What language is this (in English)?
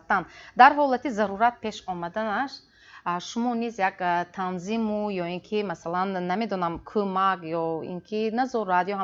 Tajik